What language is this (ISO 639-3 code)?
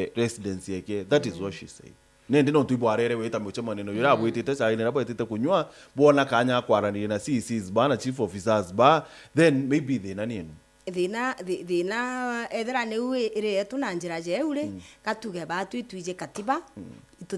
mer